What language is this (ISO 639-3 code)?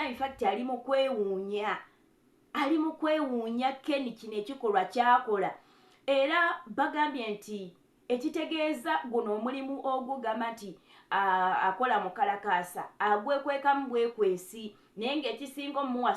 lug